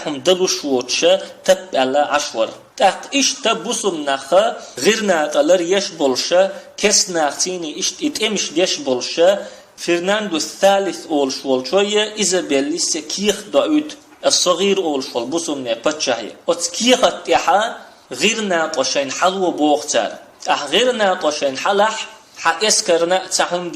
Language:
Chechen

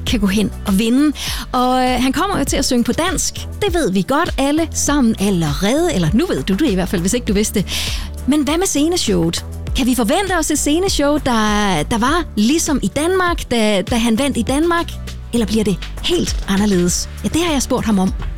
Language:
Danish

